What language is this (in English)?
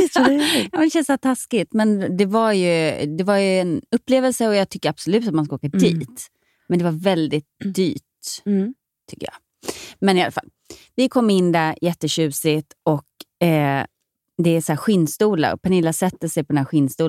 Swedish